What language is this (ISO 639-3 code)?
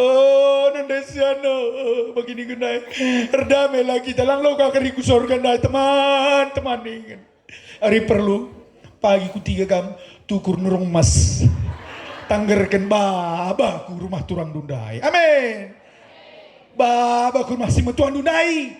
btx